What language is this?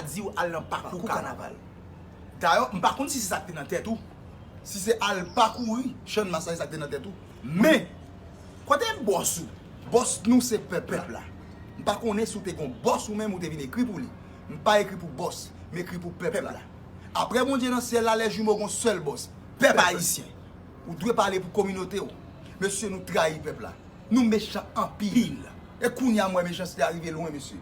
Haitian Creole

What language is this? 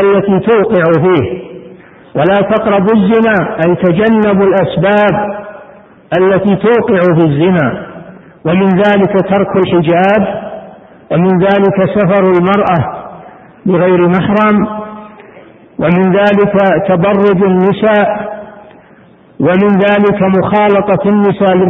Arabic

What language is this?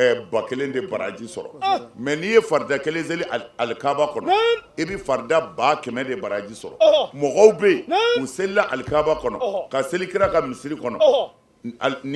Bambara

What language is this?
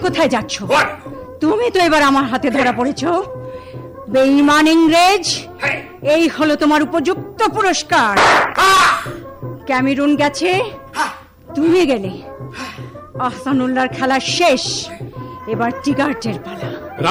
Bangla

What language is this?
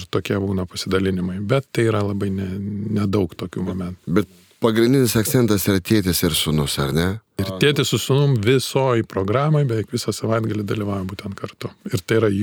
Lithuanian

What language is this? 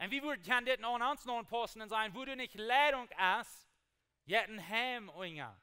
Plautdietsch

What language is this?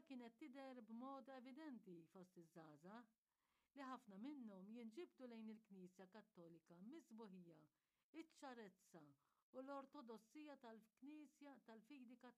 Maltese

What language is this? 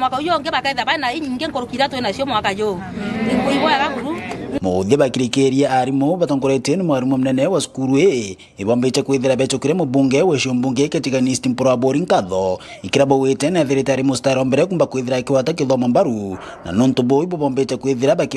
Meru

